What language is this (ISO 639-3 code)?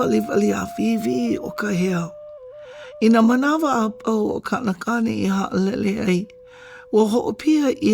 haw